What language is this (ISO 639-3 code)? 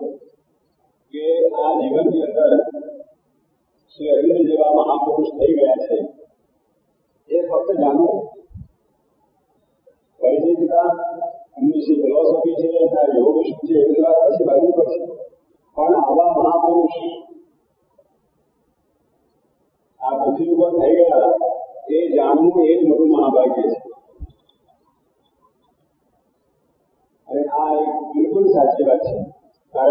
guj